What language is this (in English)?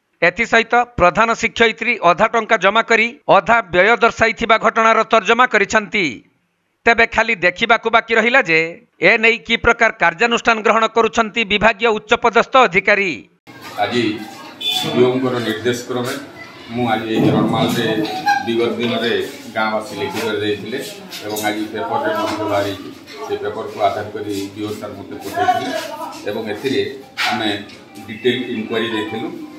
Odia